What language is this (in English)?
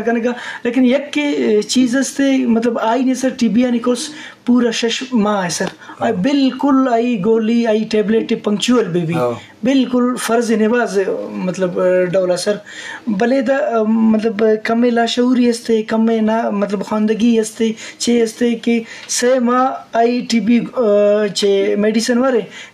Eastern Balochi